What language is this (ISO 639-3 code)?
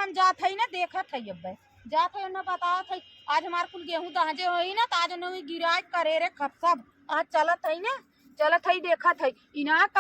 awa